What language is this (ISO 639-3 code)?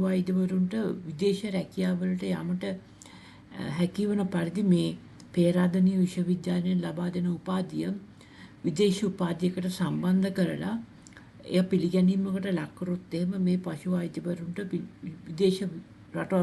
sin